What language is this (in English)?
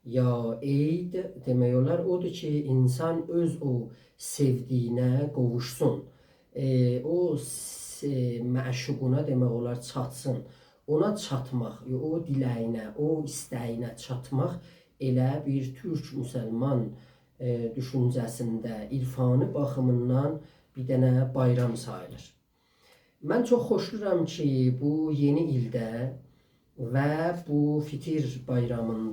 South Azerbaijani